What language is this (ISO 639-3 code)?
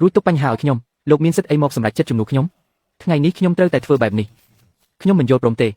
khm